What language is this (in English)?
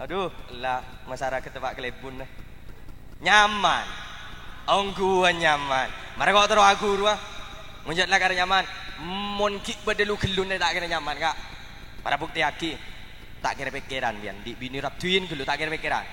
Madurese